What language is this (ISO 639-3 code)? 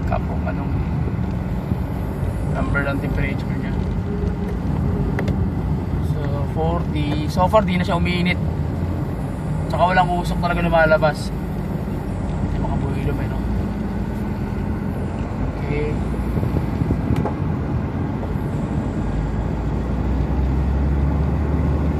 fil